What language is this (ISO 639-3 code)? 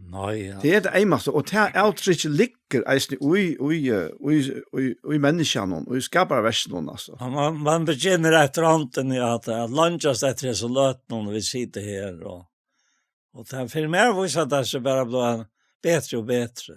fao